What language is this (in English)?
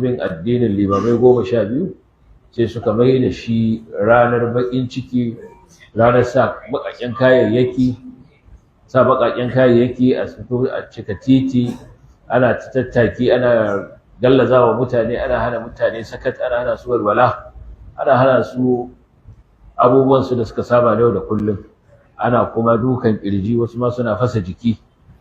Hausa